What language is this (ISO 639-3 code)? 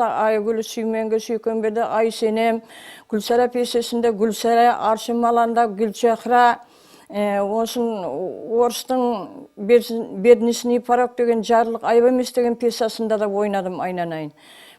kaa